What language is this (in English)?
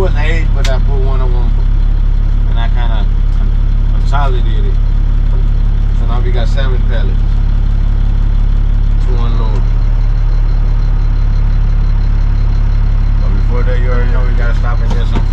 English